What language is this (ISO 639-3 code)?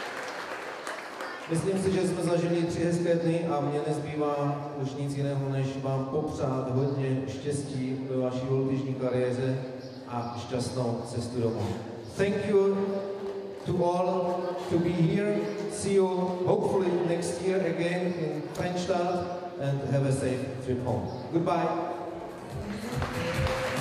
ces